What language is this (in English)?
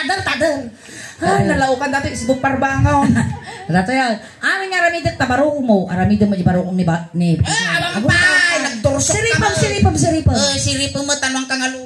Iloko